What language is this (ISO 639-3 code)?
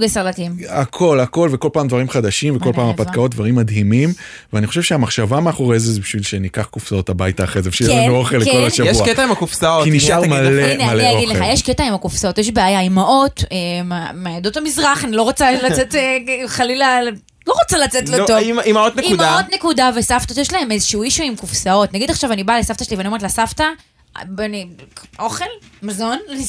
heb